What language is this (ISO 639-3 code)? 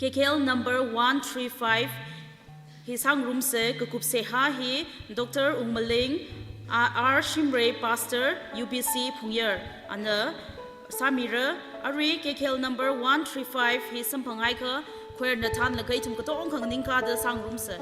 nmf